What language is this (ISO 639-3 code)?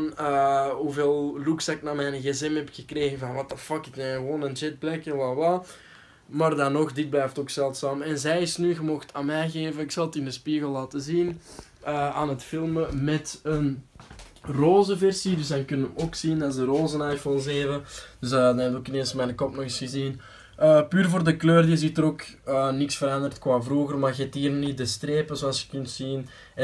nld